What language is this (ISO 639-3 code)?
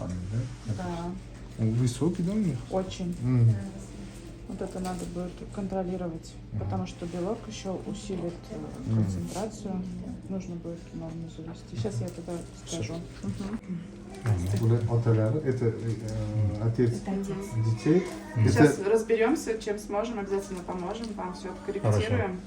uzb